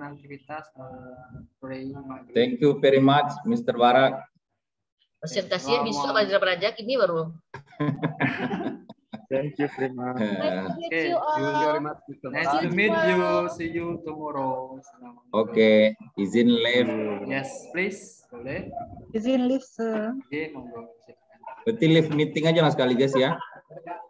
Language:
Indonesian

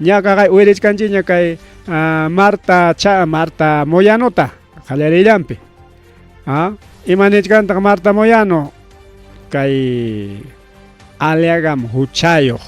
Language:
Ayacucho Quechua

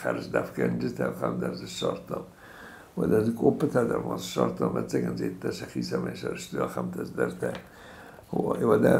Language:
Ossetic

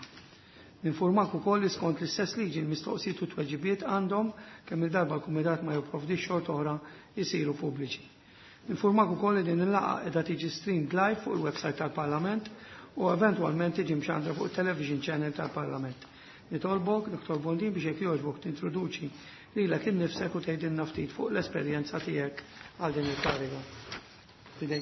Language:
Maltese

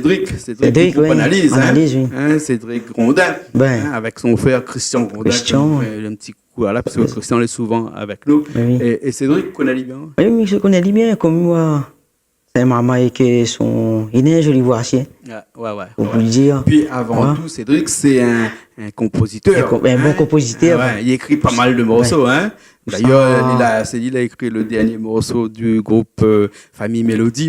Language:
Réunion Creole French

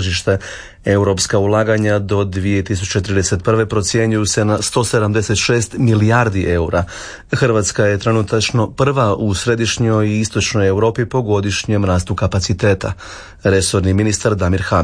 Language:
Croatian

